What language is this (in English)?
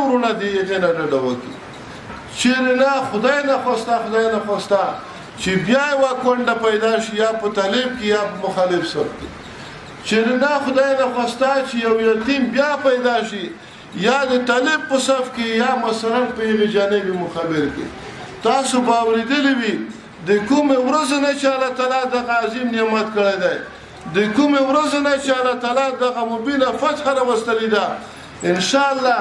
Pashto